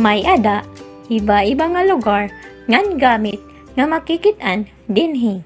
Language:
Waray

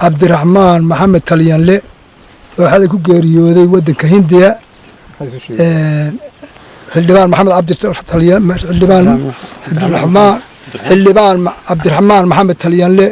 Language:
Somali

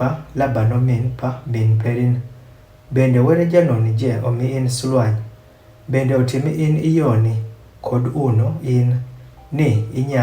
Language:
Adhola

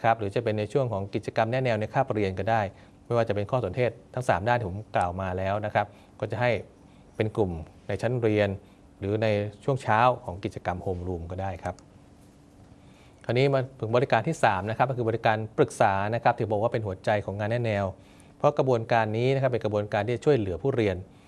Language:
Thai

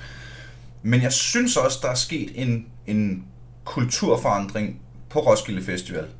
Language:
Danish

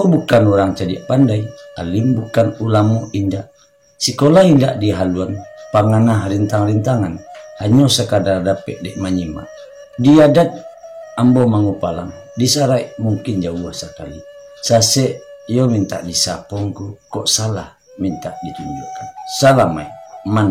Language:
Minangkabau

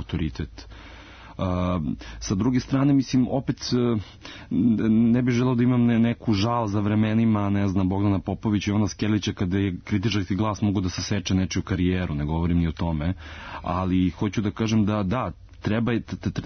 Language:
Serbian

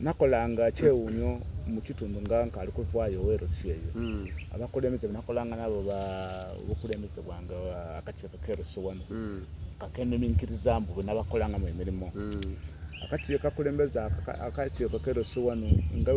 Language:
Soga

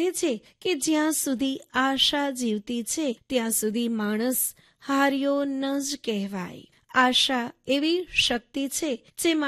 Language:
Gujarati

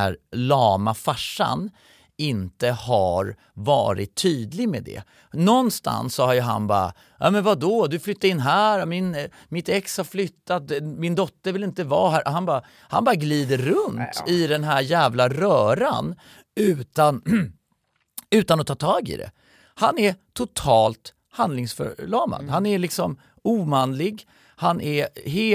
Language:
Swedish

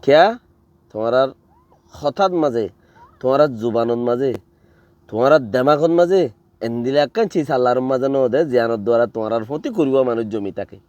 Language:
Rohingya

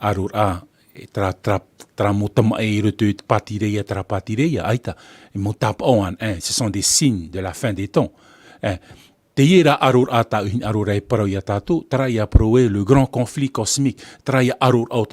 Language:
Tahitian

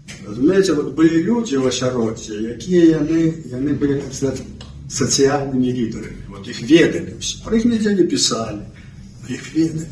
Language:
Belarusian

